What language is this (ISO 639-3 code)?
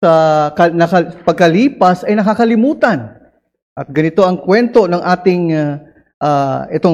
fil